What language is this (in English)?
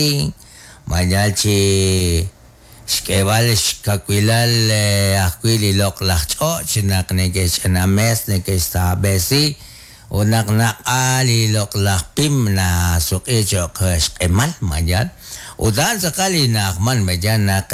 Kekchí